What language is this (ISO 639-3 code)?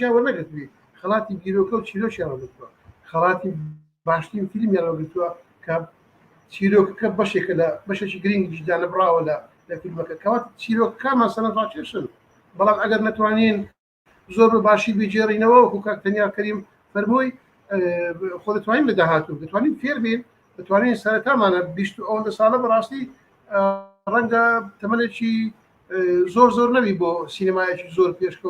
ckb